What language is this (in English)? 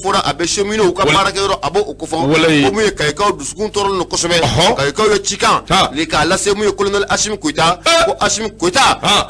Bambara